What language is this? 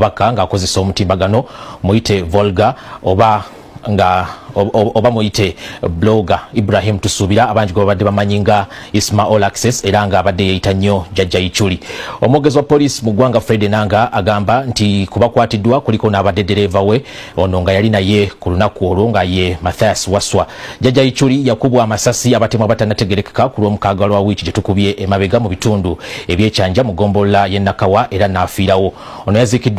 Ganda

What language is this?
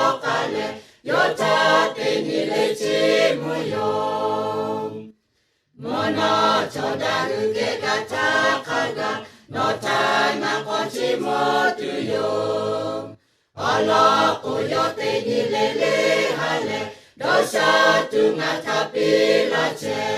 Lahu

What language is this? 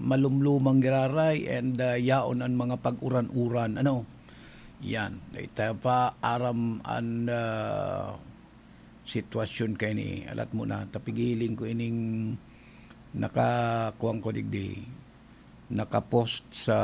Bikol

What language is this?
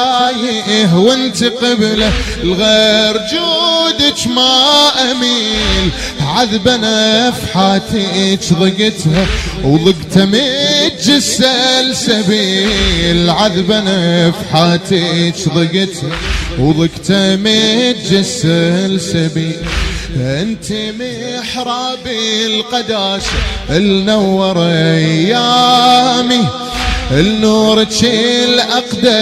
Mesopotamian Arabic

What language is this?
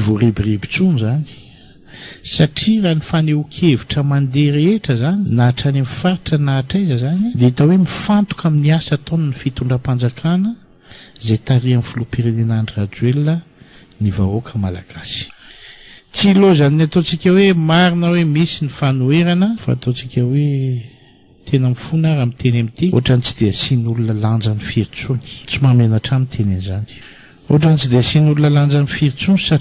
Malagasy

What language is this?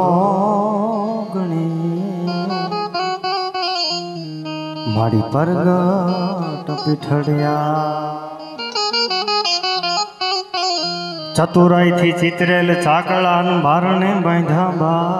Gujarati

